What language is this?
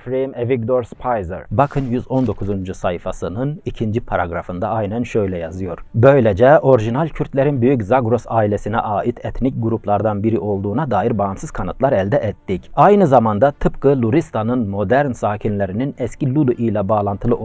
Turkish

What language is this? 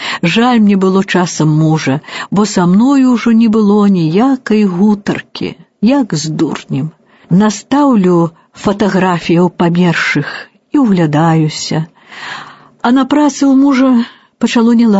Belarusian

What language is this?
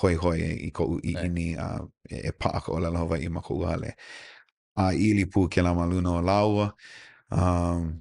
Hawaiian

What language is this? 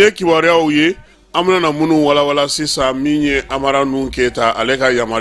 Bambara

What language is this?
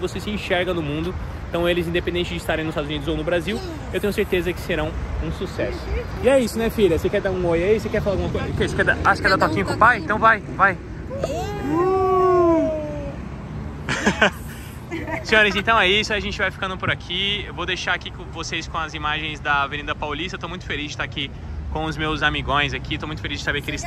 Portuguese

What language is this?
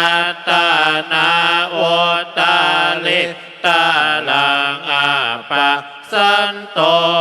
Pali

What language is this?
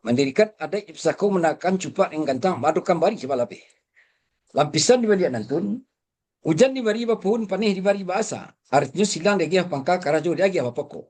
Minangkabau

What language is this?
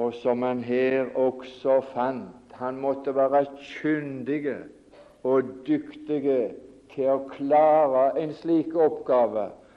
Norwegian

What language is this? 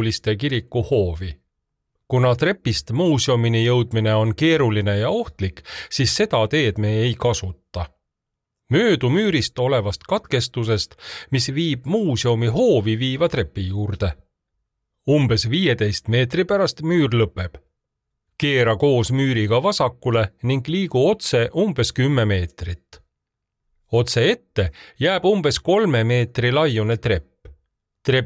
Estonian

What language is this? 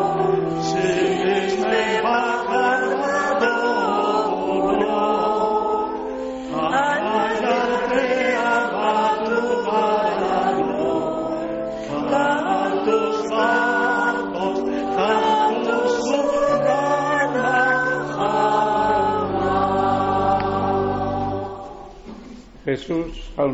Basque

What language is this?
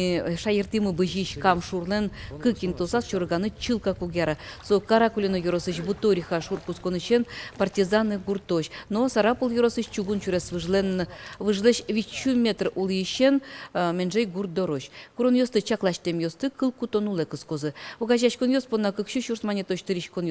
Udmurt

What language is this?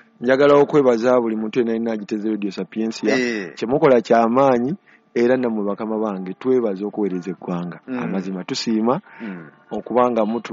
Ganda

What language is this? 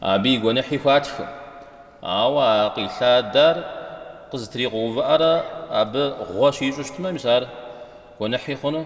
Kabardian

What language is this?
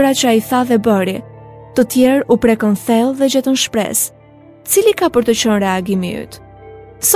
Albanian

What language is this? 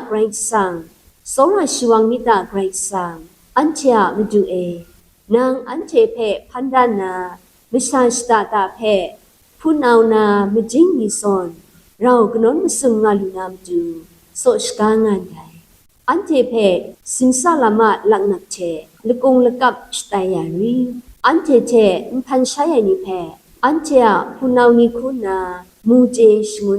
Kachin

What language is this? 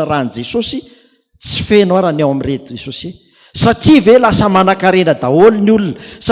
Malagasy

